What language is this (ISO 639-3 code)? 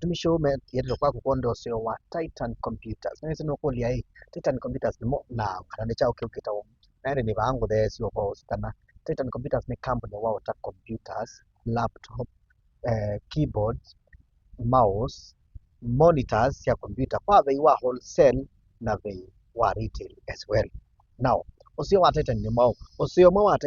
kam